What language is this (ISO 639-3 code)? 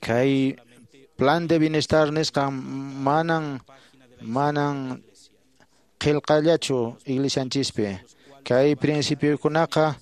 que